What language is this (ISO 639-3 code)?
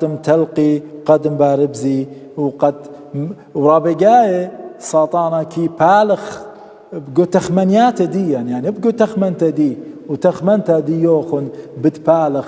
aii